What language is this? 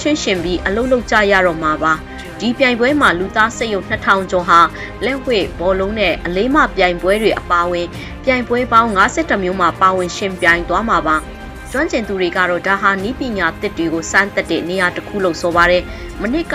Burmese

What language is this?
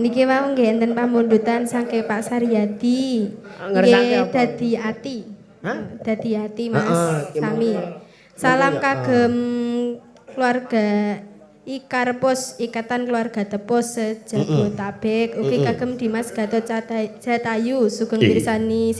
Javanese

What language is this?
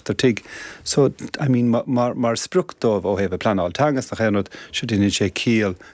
Irish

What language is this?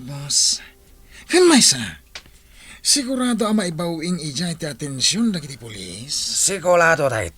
Iloko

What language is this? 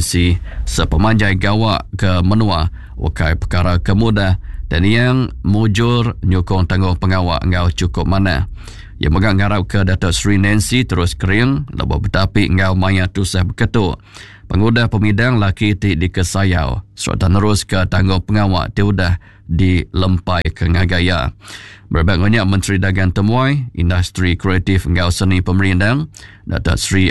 Iban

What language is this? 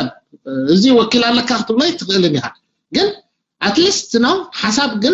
Tigrinya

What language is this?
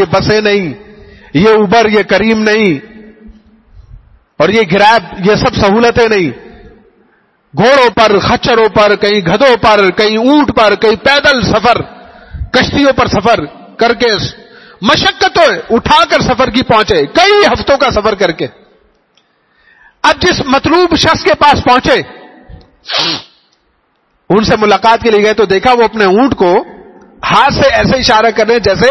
Urdu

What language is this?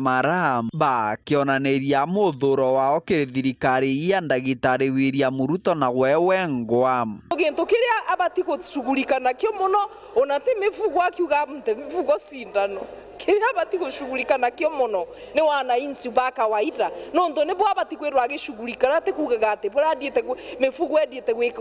Meru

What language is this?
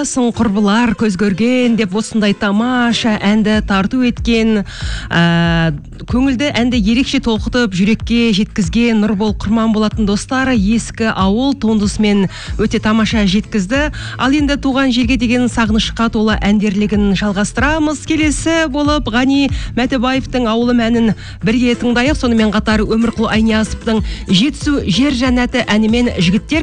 Kazakh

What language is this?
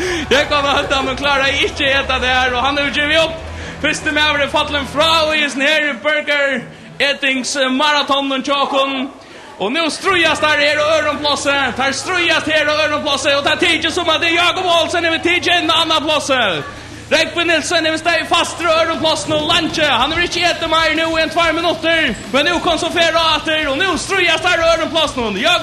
Faroese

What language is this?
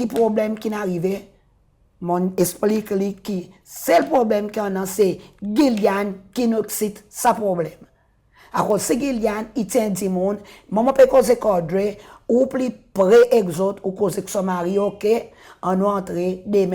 Seselwa Creole French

